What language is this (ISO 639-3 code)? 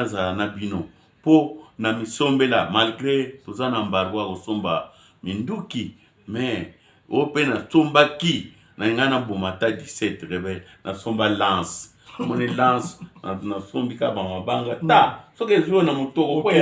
lin